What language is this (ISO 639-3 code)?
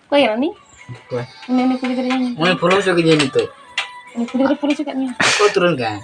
sat